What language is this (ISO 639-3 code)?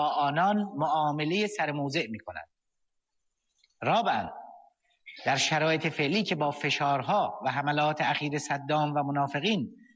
fas